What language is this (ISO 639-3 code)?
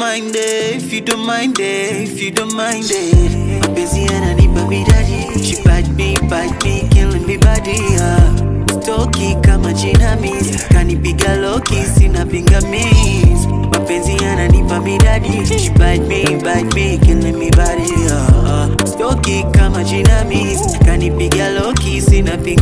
swa